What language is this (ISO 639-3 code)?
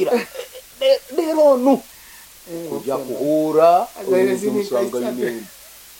nyo